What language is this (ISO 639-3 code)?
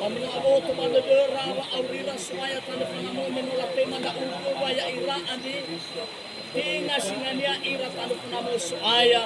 nia